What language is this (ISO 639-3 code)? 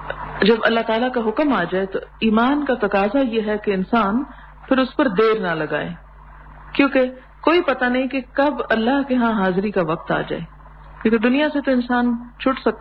urd